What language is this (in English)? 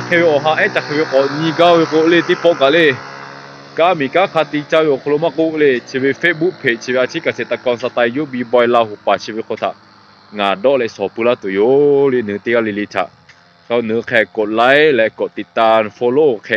Lahu